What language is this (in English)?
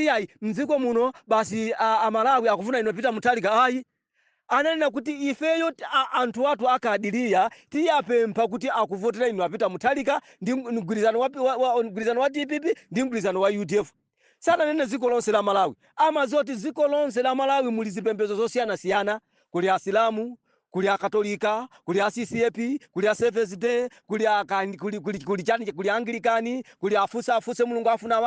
Nyanja